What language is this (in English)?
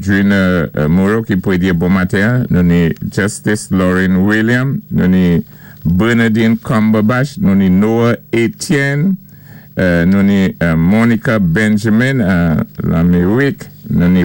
Saint Lucian Creole French